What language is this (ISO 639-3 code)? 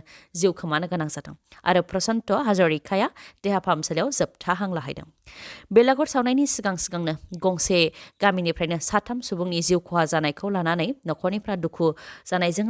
brx